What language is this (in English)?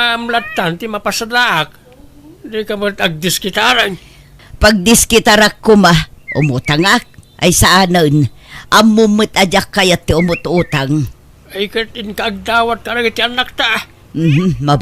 Iloko